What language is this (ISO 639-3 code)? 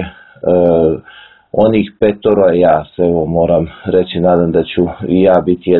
srp